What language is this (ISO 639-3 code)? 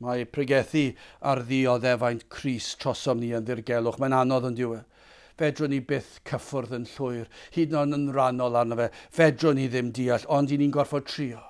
cym